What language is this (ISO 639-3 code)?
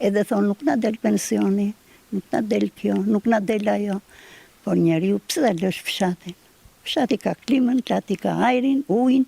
sqi